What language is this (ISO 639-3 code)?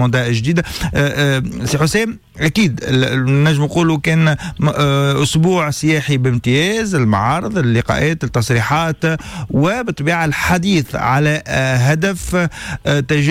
aeb